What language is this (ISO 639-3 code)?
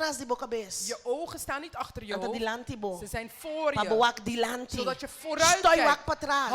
pap